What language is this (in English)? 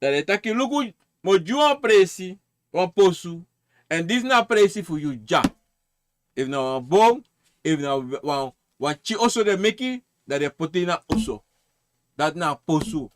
Sranan Tongo